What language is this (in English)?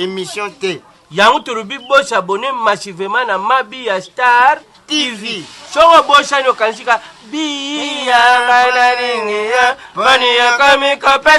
Lingala